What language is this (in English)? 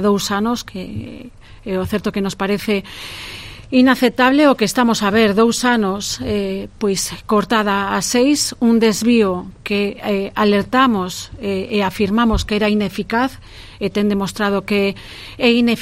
Galician